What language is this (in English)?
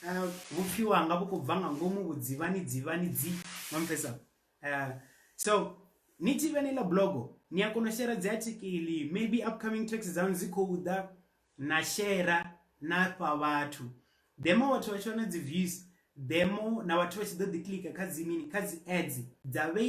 Venda